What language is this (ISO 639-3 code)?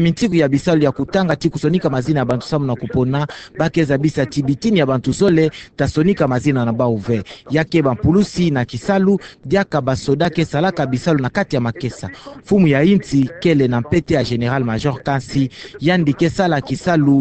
ktu